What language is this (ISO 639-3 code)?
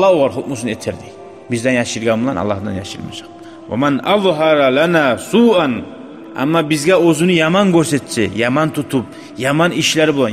kum